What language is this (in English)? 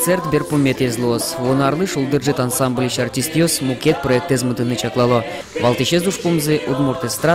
Udmurt